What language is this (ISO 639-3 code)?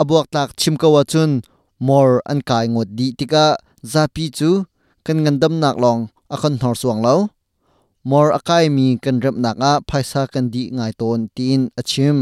cnh